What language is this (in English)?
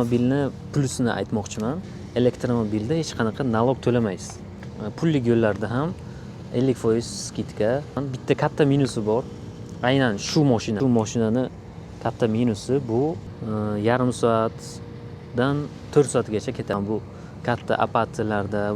Uzbek